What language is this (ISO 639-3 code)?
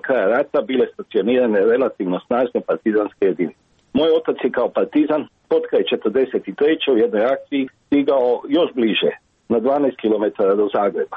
hrv